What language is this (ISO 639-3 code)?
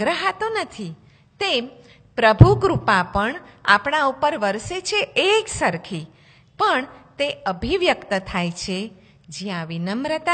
guj